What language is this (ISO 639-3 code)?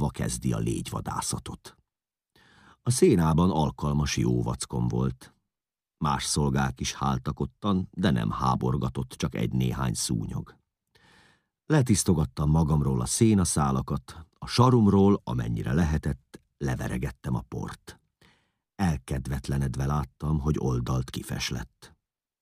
hun